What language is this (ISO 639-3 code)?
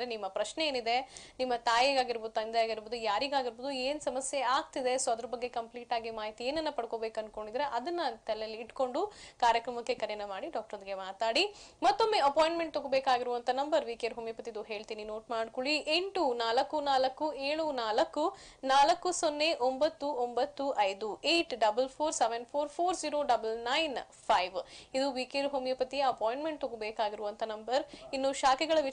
kan